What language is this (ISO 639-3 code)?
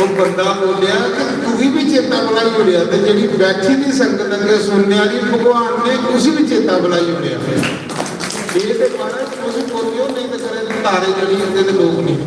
doi